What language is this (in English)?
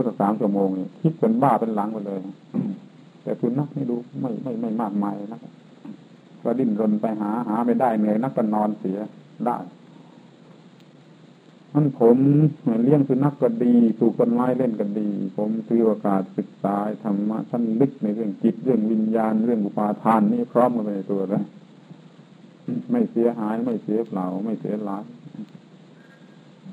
Thai